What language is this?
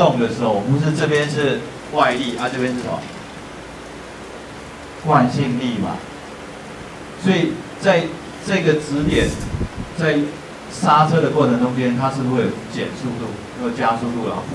Chinese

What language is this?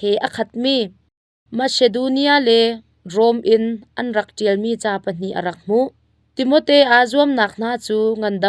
Hakha Chin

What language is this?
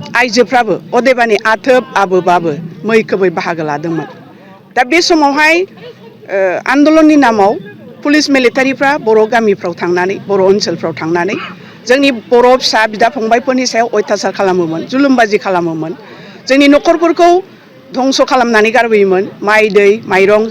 Bodo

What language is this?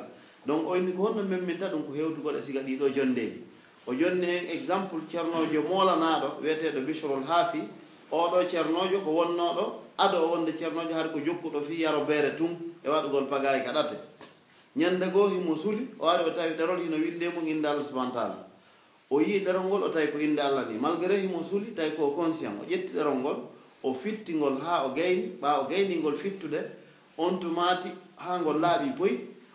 Pular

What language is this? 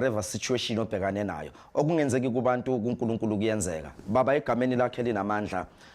Zulu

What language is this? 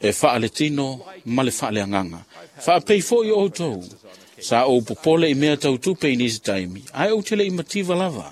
Samoan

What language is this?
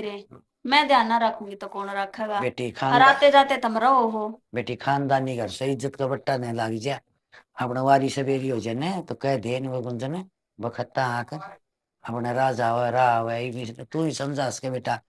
Haryanvi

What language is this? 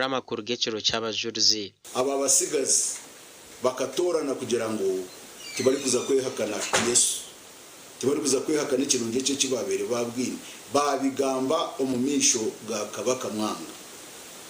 Nyankole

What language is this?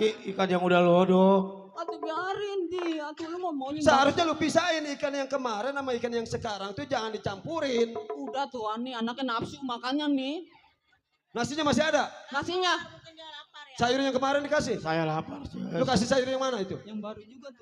Betawi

